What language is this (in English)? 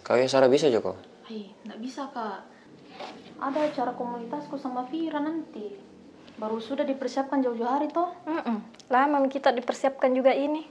Makassar Malay